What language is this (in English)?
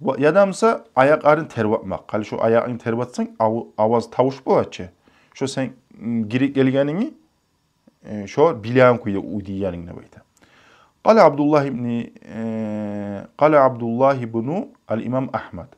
Kumyk